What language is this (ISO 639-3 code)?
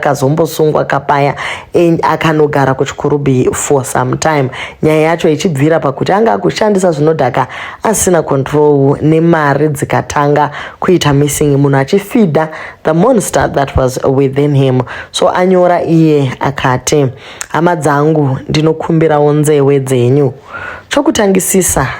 sna